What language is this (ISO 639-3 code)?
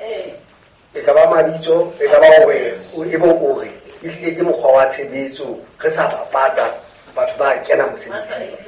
sot